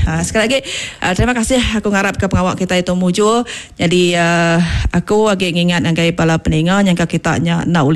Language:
Iban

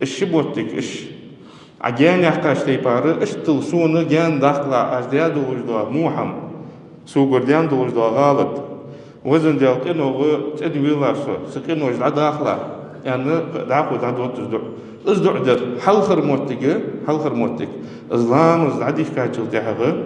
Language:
Ingush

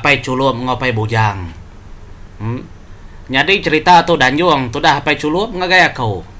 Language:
Iban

